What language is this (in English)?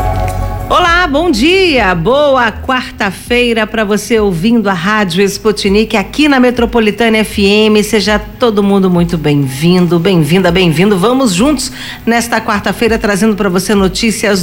Portuguese